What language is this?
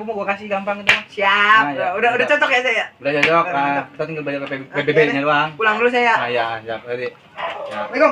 Betawi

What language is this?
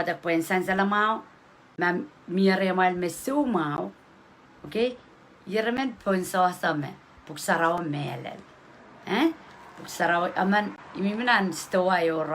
Pohnpeian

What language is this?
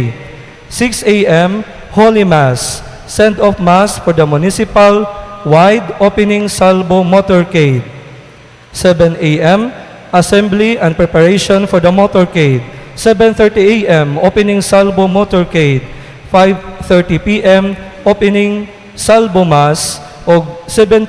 Cebuano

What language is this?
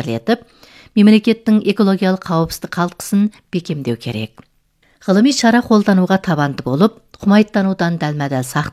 Kazakh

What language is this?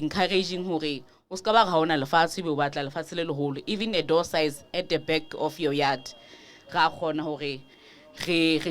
Southern Sotho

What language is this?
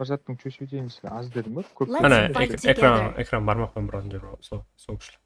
Kara-Kalpak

